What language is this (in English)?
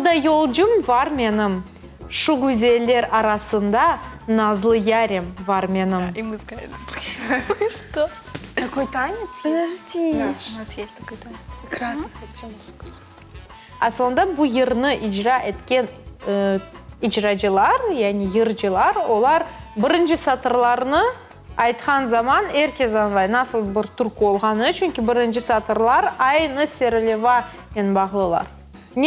Crimean Tatar